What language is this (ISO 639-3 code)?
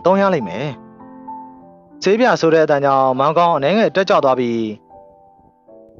mya